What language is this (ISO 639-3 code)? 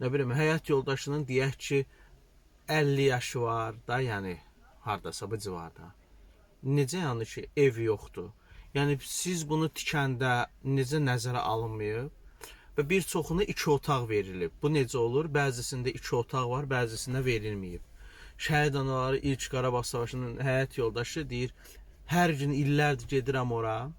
aze